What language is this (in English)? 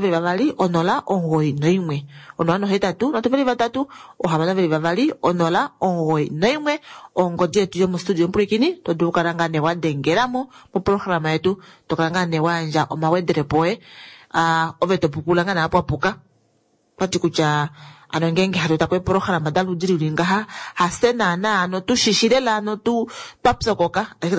Kuanyama